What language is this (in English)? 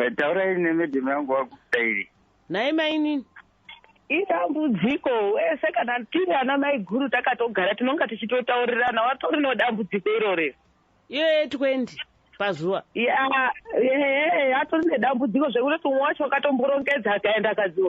Shona